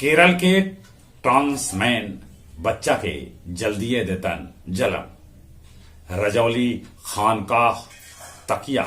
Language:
Magahi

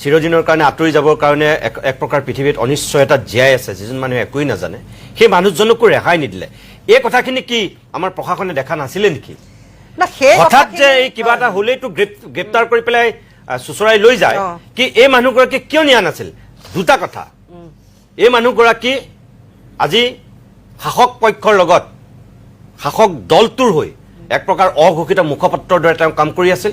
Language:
Assamese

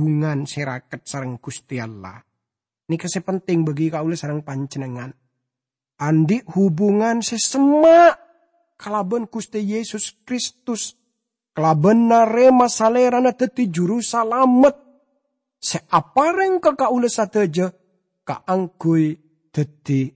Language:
Madurese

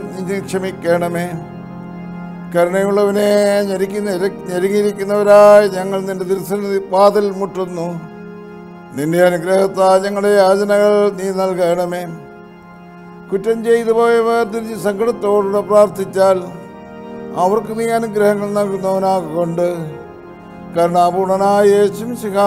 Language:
Malayalam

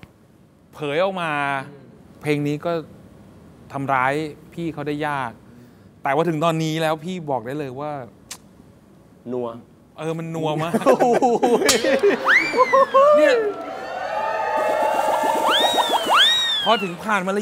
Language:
Thai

